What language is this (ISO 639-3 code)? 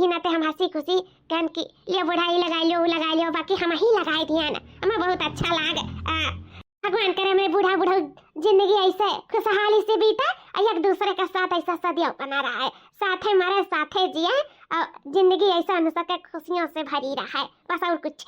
awa